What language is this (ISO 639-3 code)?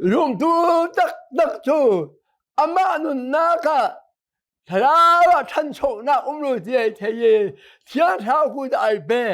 cnh